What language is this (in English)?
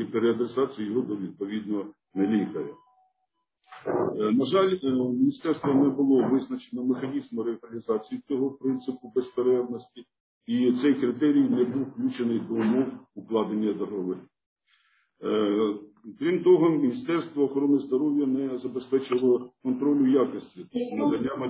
Ukrainian